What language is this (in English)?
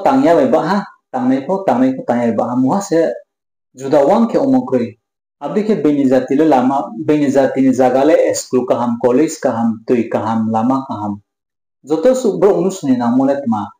Riang (India)